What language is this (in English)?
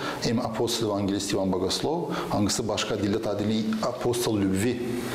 Gagauz